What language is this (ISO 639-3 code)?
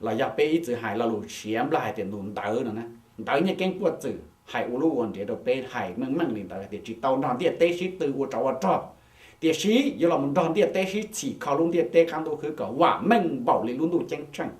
hmn